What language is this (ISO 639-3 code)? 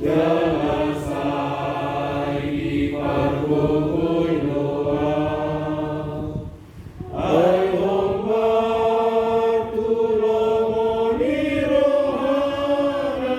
bbc